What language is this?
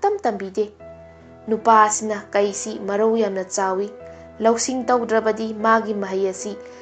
Manipuri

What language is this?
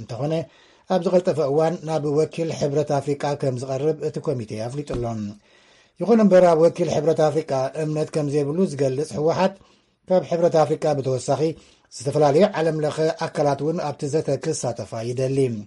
Tigrinya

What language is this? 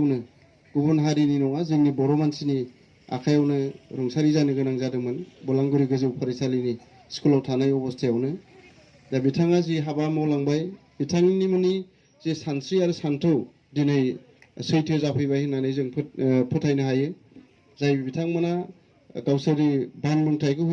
Bodo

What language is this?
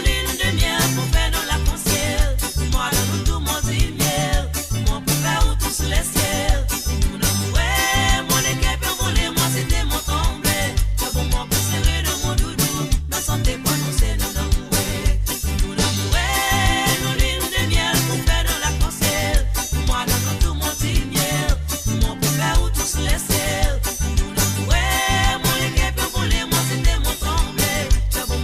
Morisyen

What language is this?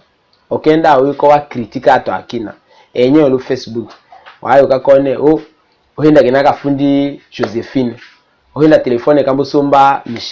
Tetela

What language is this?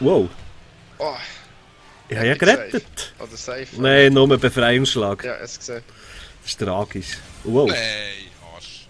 Swiss German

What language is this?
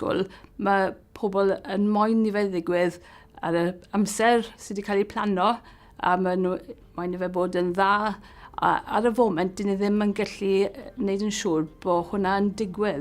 Welsh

